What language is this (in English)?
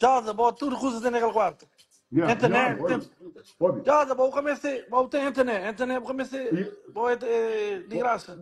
Kabuverdianu